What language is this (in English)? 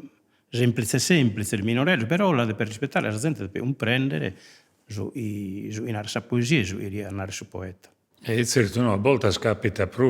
Sardinian